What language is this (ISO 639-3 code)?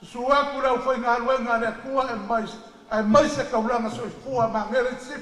smo